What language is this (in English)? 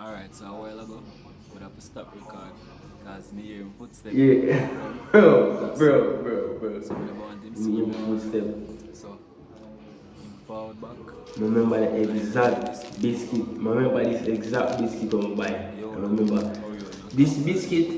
Jamaican Creole English